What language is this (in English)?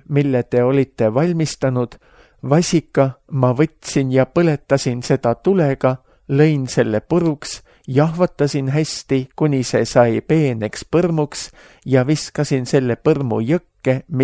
Estonian